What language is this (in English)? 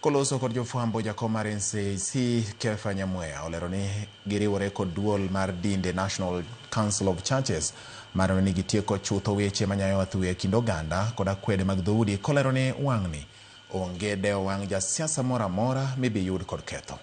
Luo (Kenya and Tanzania)